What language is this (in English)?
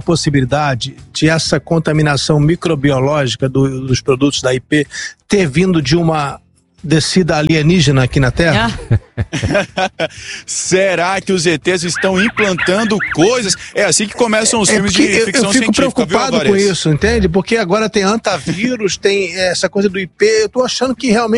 Portuguese